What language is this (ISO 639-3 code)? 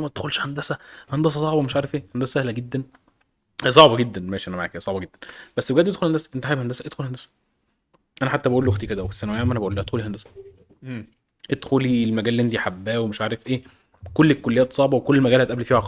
arz